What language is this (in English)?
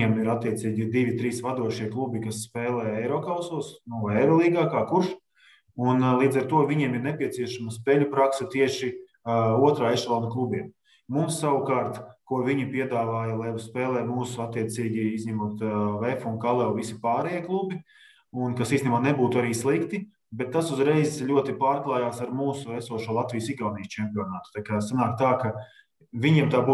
Latvian